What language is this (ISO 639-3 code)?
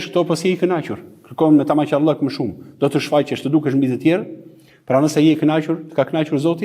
sqi